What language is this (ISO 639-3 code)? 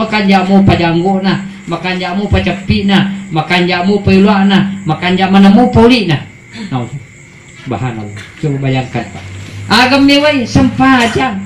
bug